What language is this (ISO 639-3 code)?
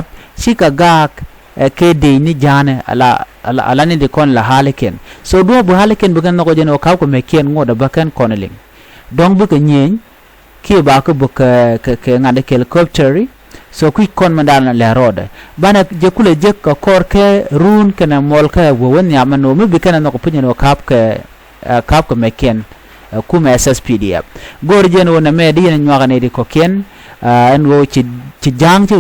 nus